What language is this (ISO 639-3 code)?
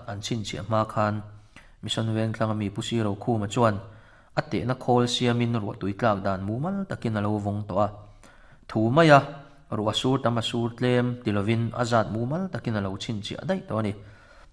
lus